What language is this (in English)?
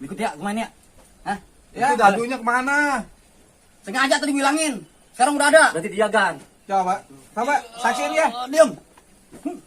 Betawi